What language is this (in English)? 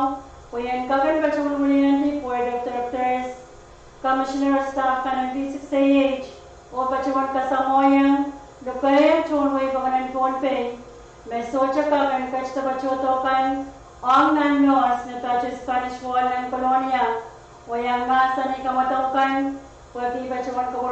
Pohnpeian